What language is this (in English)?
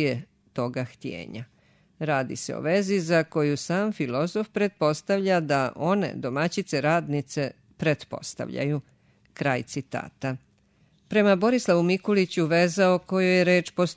Serbian